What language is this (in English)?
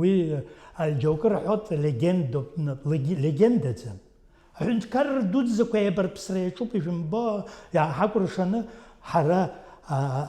Abkhazian